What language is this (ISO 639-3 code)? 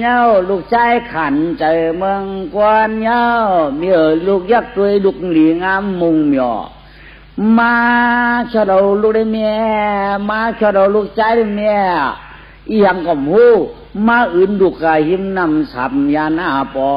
shn